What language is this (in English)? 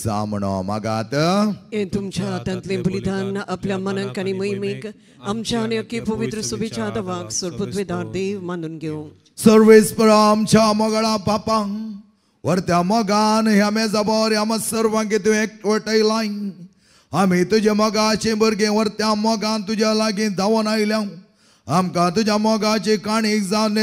Konkani